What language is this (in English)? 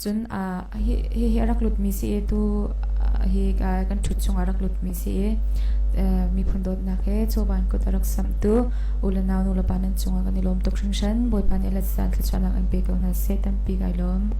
Hakha Chin